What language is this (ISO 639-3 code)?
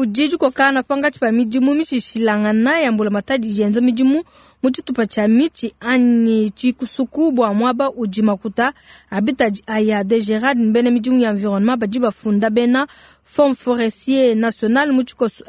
lua